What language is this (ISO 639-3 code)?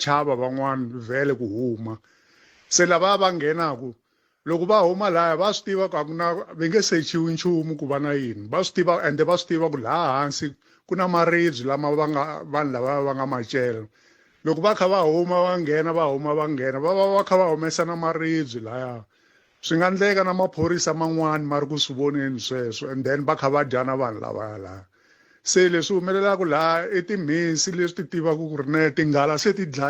tso